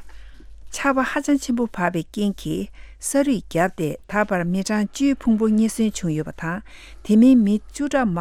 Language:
Tibetan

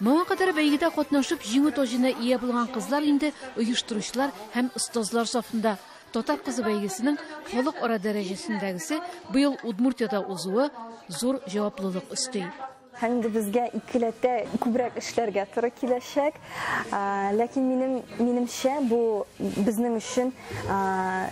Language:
Tatar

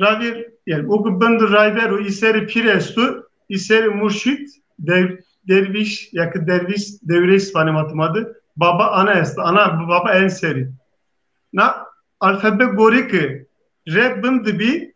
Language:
Zaza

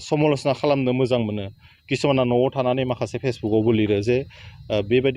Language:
Bodo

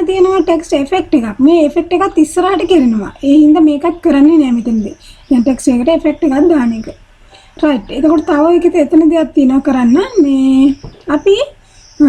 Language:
Sinhala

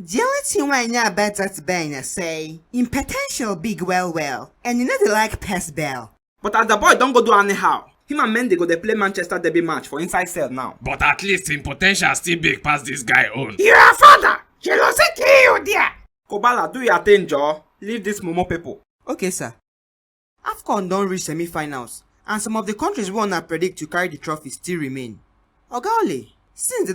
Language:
Nigerian Pidgin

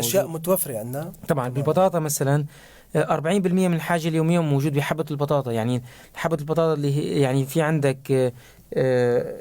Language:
North Levantine Arabic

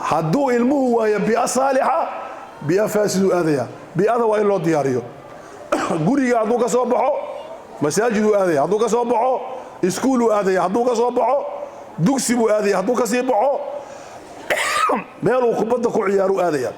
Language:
Somali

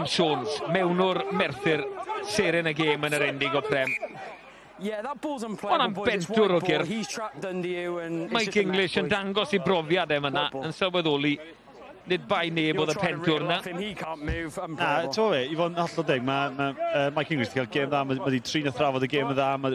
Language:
Welsh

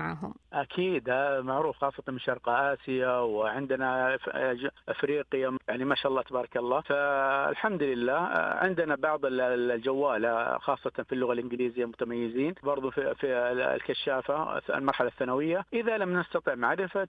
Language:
Najdi Arabic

